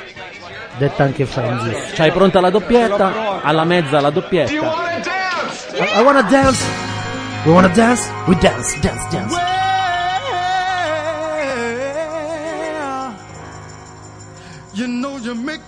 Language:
Italian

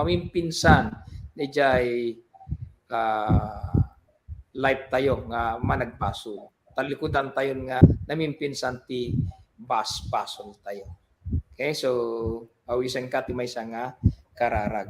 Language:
Iloko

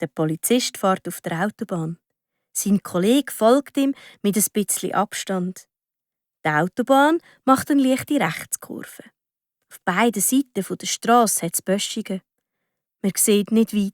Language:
Swiss German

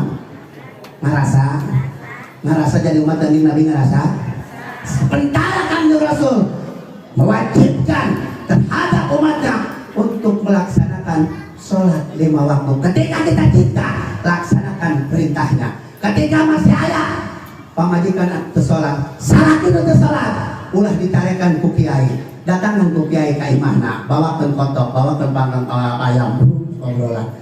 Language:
Sundanese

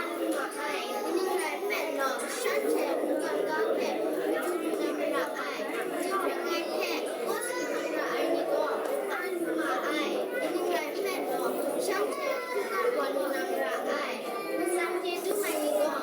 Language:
Kachin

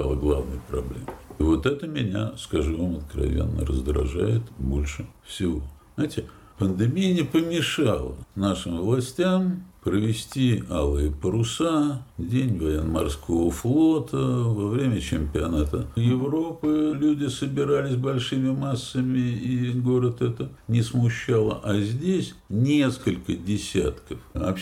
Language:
Russian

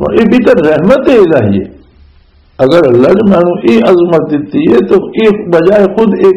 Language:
Western Panjabi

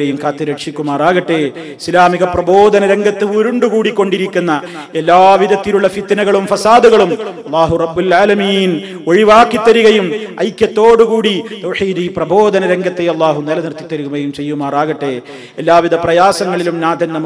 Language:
Malayalam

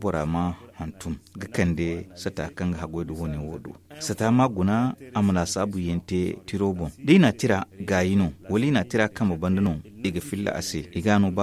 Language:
Zarma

